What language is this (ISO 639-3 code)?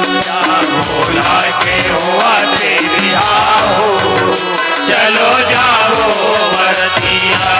hne